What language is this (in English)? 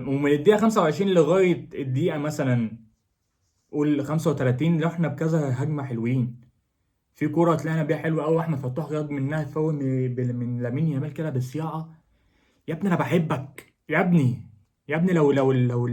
Egyptian Arabic